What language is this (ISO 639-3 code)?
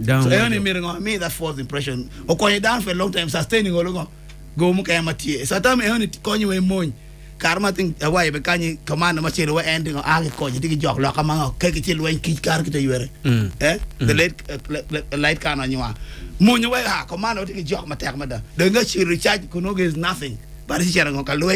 ach